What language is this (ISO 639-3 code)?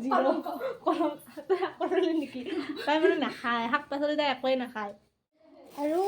asm